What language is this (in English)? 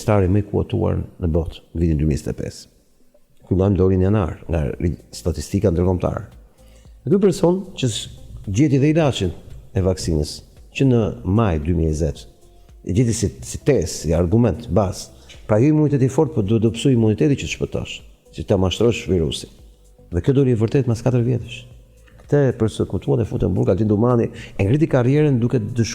Albanian